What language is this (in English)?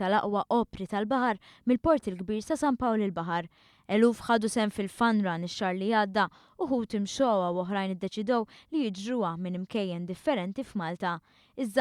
Maltese